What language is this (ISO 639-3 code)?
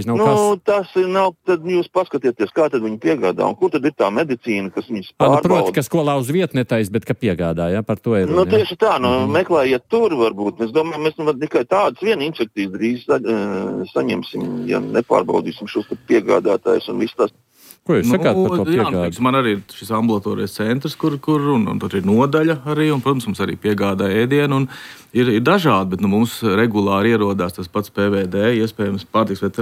lav